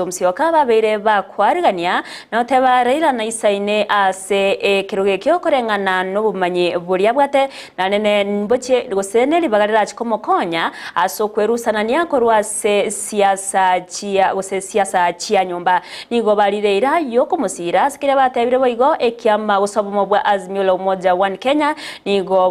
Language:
Gusii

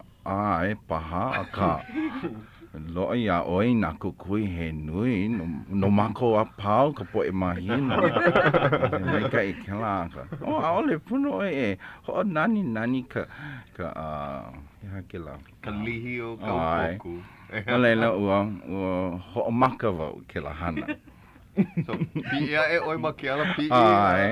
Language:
Hawaiian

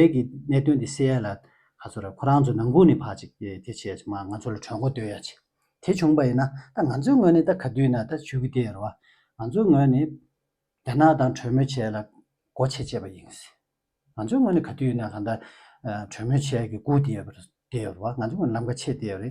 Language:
Tibetan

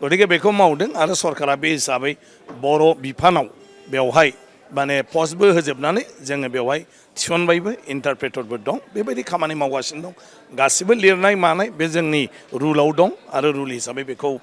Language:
Bodo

